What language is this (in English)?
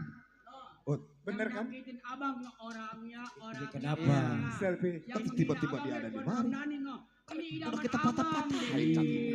Betawi